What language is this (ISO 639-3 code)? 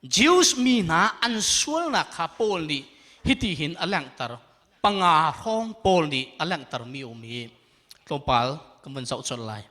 cnh